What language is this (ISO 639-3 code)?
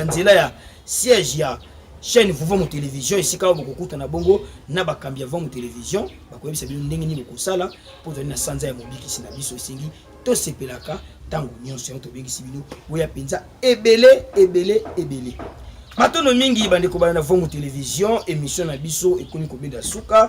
lin